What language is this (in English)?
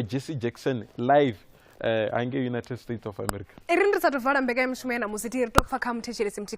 Venda